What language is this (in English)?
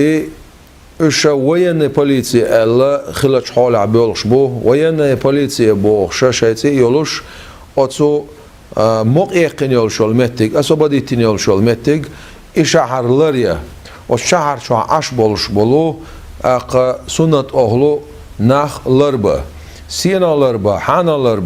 Chechen